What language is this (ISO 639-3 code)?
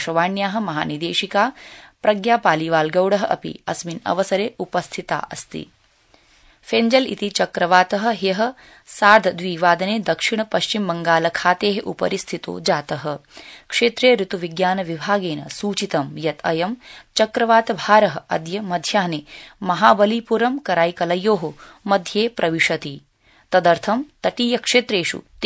san